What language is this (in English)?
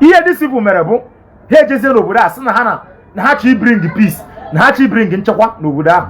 Igbo